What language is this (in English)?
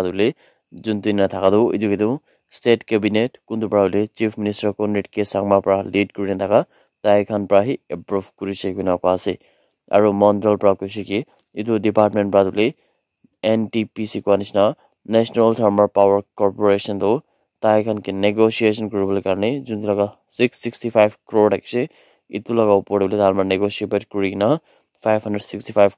Naga Pidgin